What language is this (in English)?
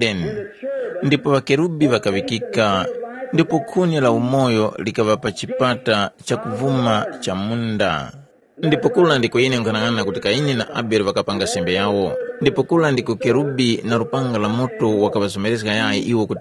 Tumbuka